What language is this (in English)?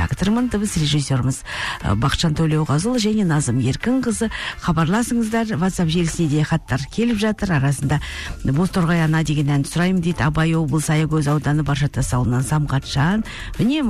Kazakh